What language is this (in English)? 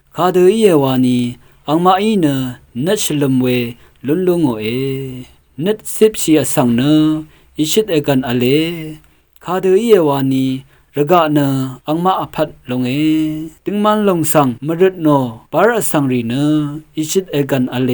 Rawang